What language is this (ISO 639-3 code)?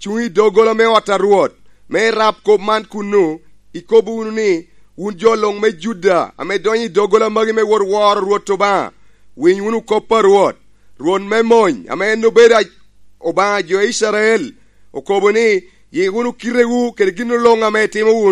laj